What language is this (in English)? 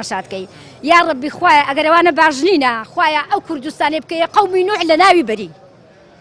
Central Kurdish